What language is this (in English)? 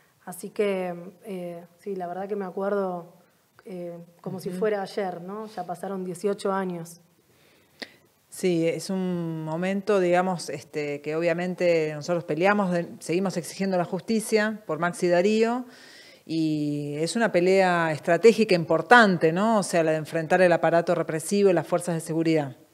Spanish